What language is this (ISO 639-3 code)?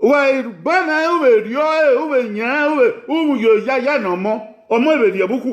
bin